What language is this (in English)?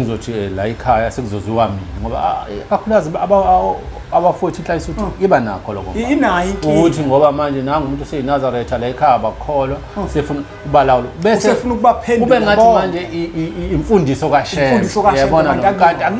Zulu